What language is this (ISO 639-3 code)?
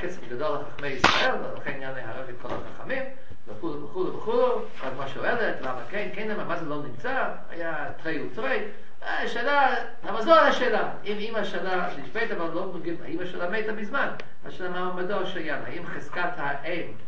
heb